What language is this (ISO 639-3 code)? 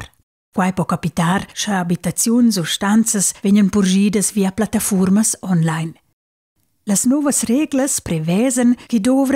roh